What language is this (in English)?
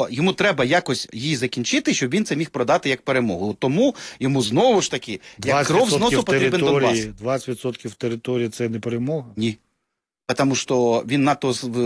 Ukrainian